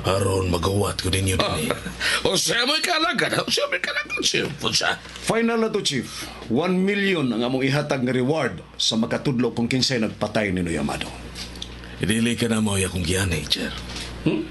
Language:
Cebuano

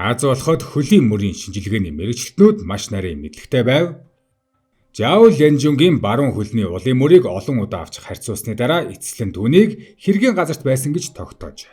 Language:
Mongolian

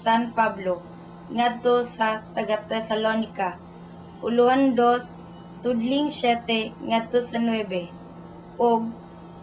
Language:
Cebuano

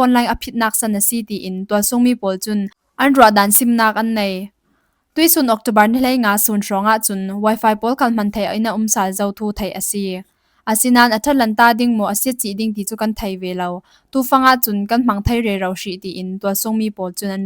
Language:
Falam Chin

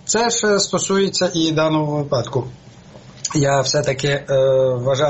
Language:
Ukrainian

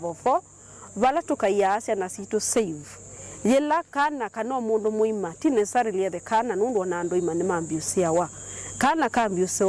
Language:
Kamba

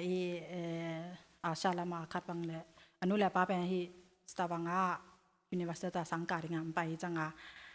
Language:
Tedim Chin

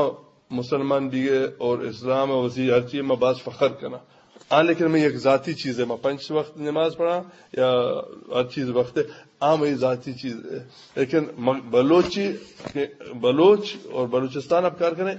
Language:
Eastern Balochi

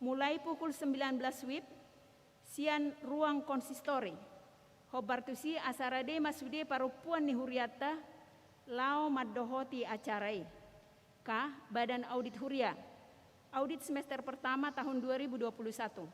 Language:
Batak Toba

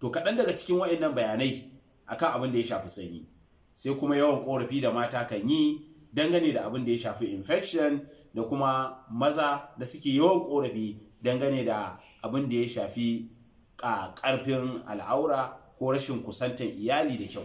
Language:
Hausa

